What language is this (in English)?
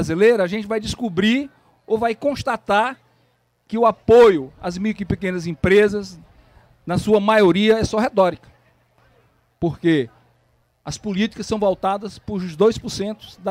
Portuguese